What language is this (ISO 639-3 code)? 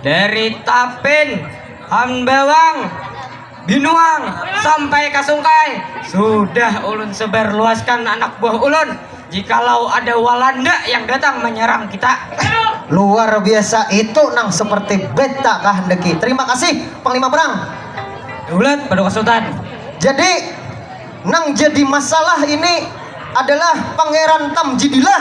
bjn